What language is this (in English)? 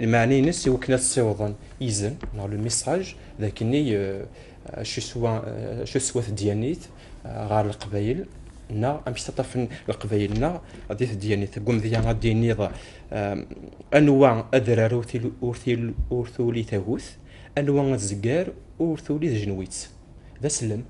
Kabyle